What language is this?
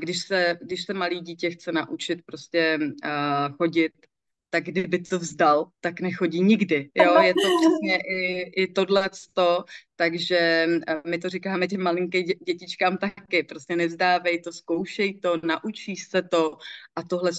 Czech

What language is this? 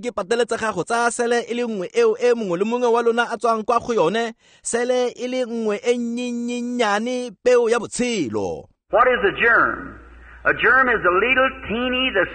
Tswana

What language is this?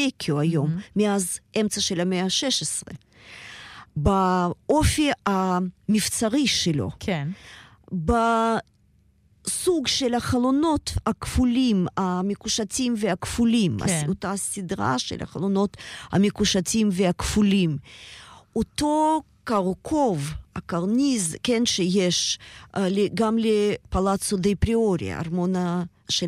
Hebrew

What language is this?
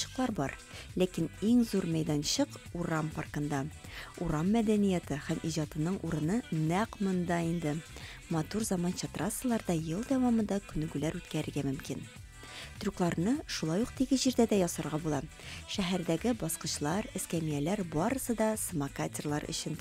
Tatar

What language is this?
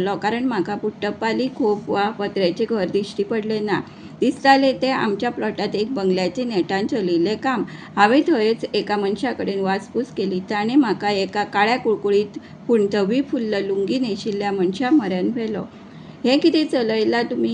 Konkani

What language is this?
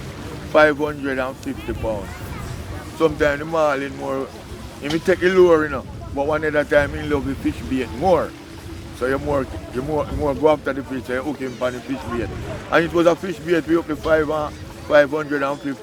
Jamaican Creole English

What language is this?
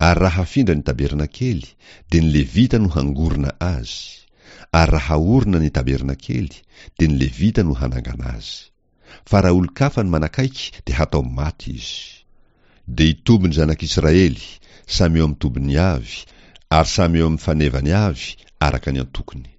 Malagasy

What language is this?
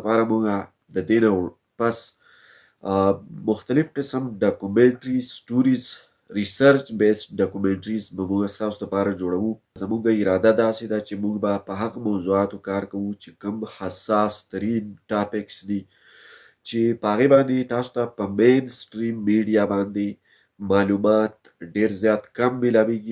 Pashto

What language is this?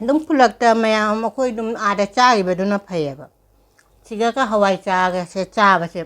Manipuri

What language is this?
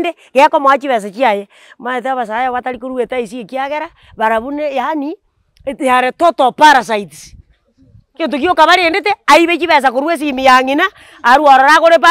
Gusii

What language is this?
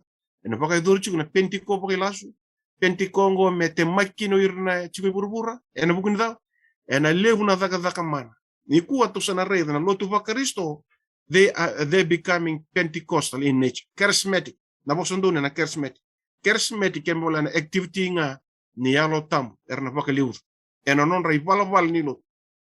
Fijian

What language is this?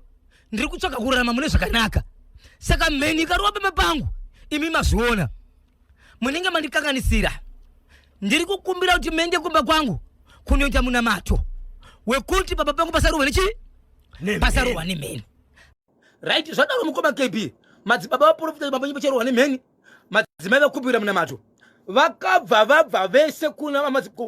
Shona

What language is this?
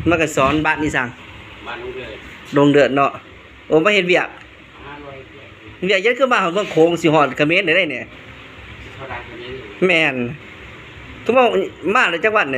Lao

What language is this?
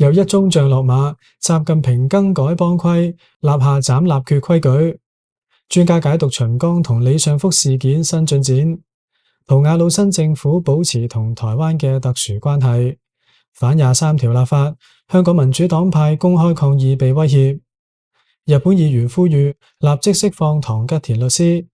Cantonese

